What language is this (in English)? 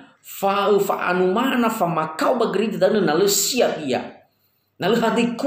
Nias